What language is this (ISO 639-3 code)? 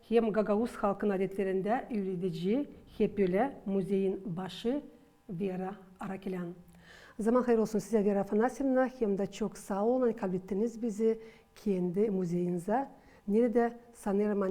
gag